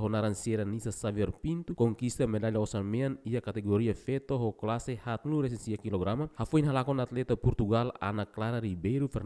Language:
Tetum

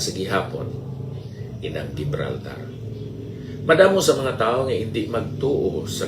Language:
Hiligaynon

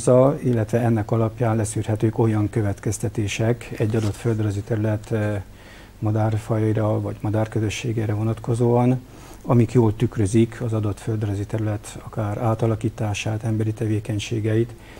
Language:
Hungarian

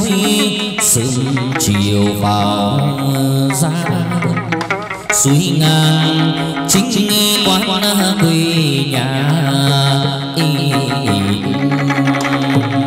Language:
Vietnamese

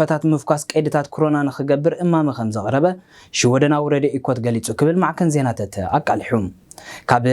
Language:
Tigrinya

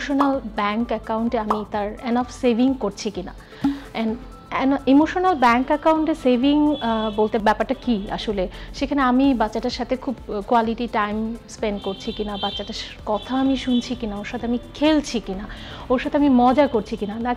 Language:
Bangla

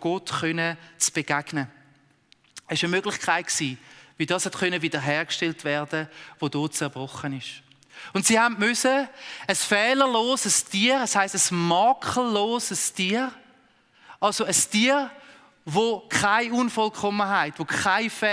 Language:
Swiss German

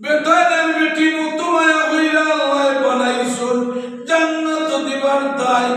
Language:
Sylheti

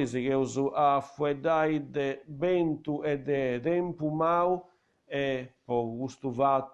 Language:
Sardinian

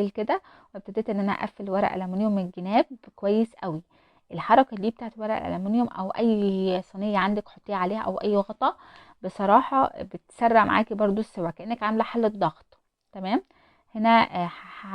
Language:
Egyptian Arabic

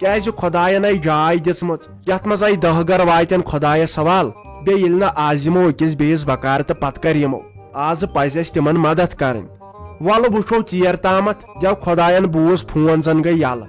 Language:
Kashmiri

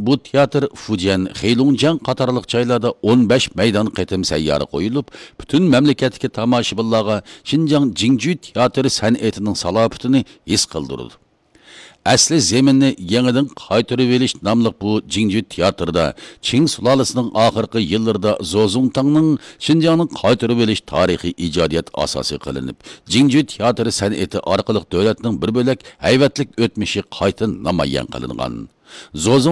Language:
Uyghur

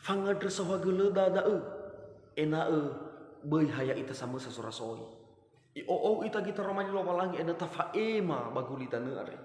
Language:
Nias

